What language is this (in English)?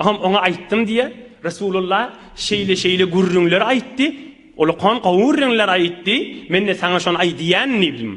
Turkmen